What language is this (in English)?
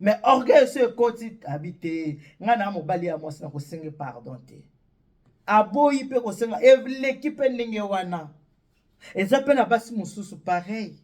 Lingala